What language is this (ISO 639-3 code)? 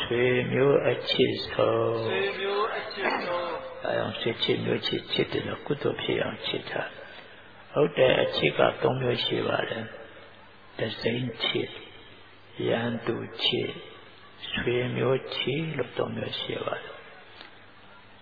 mya